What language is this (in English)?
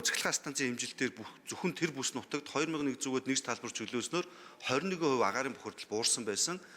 Mongolian